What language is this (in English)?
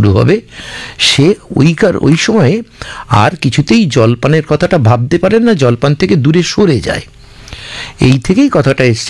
Bangla